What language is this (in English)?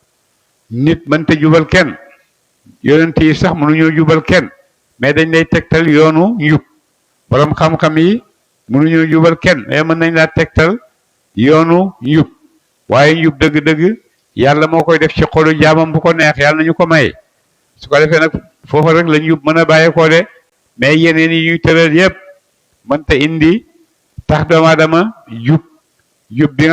Wolof